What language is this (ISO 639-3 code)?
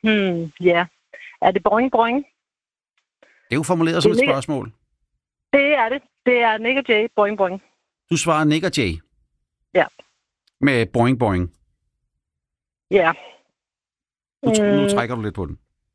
dan